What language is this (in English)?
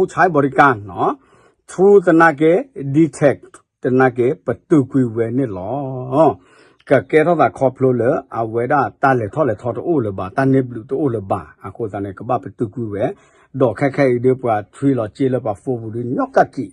S'gaw Karen